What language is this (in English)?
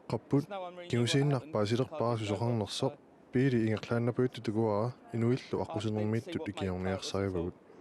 Kalaallisut